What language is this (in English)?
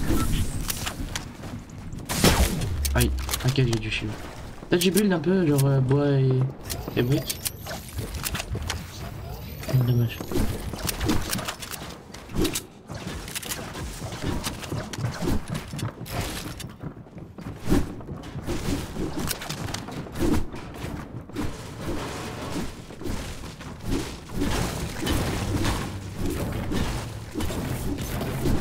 French